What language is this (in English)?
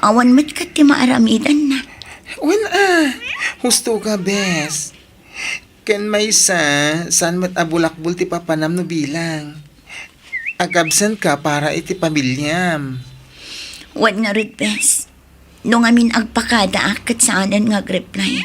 Iloko